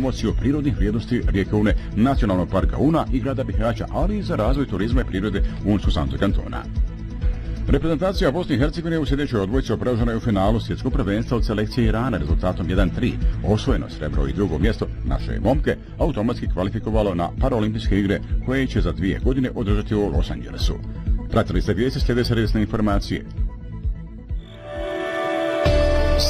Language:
Bosnian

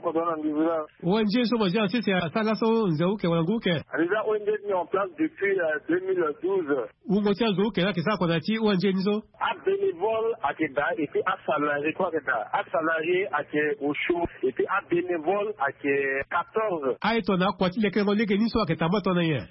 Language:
Sango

